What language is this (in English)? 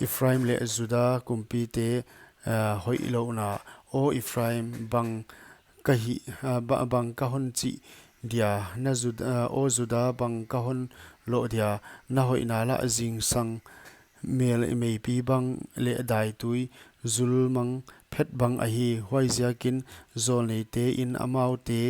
Paite Chin